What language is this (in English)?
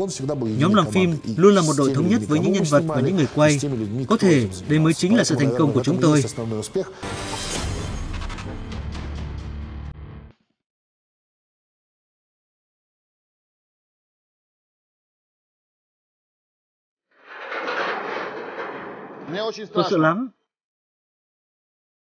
Vietnamese